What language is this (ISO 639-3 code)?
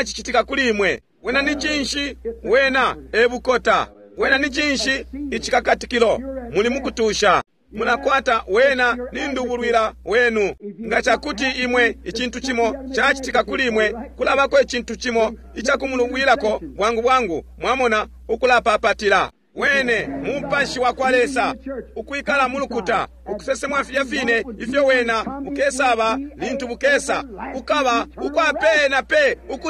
bem